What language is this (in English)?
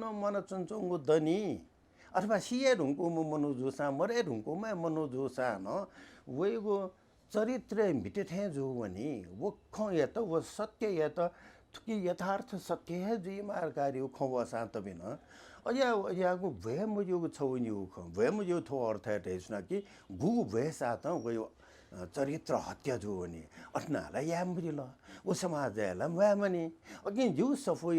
Newari